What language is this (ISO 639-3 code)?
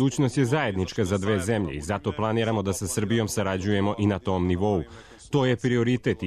srp